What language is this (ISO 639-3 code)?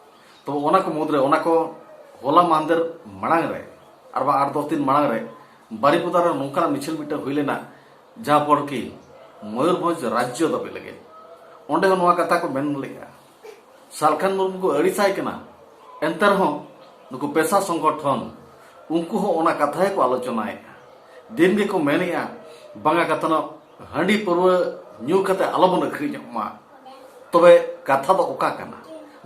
sat